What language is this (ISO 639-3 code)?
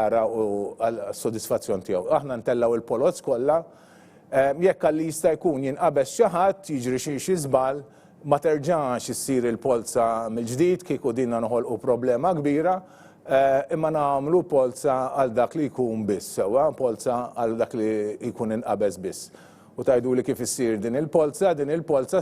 mlt